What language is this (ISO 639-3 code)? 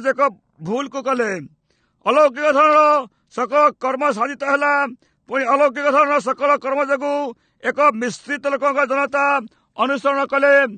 ori